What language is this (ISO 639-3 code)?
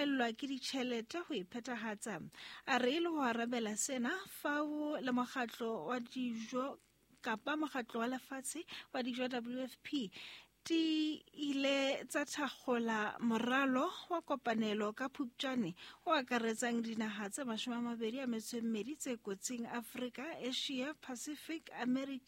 sot